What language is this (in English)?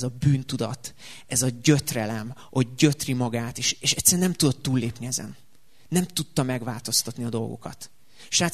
Hungarian